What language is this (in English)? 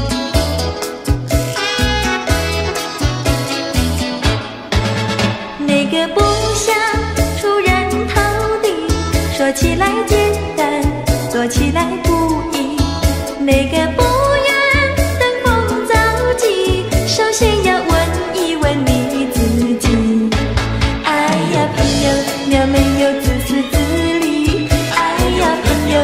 Chinese